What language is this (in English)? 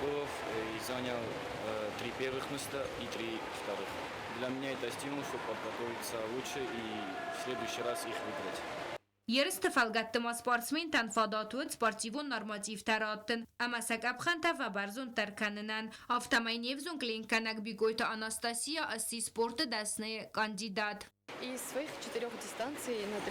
Ossetic